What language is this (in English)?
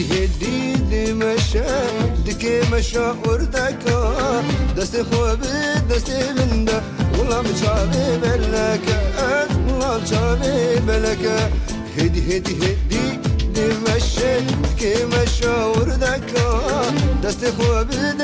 Persian